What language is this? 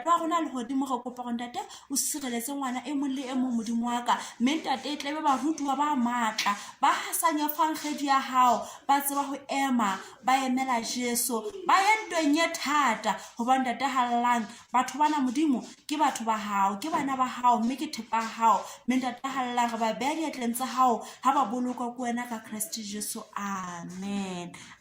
Southern Sotho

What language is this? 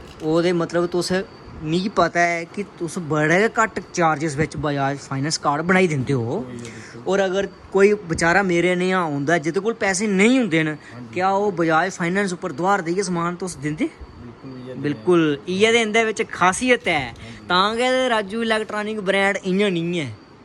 Dogri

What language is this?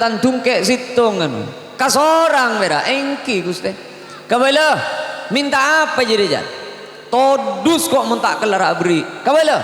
Madurese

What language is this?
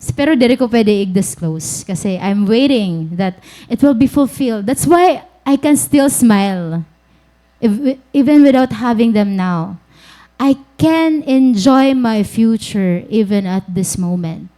Waray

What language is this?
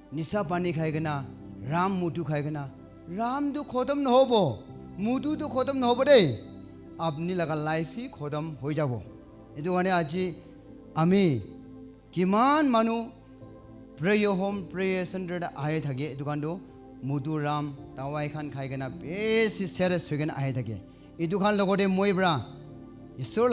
Naga Pidgin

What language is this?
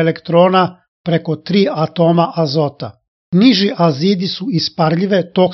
Serbian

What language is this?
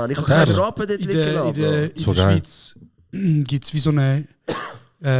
Swiss German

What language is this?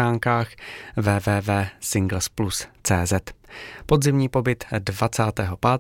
Czech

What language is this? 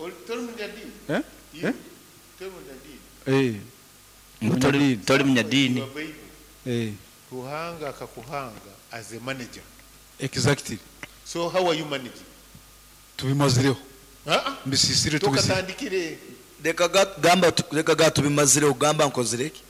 Nyoro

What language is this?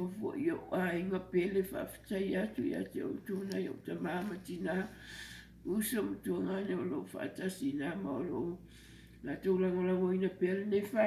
Samoan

